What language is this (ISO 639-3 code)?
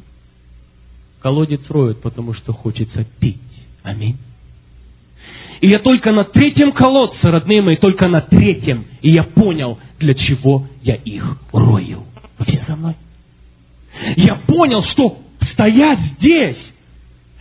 rus